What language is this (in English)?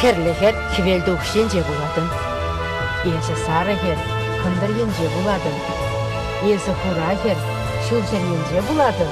Chuvash